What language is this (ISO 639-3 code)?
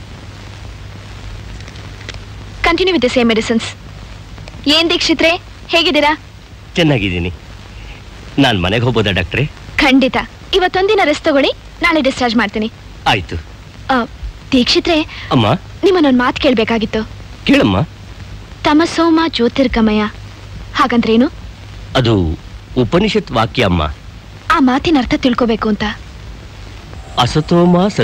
kan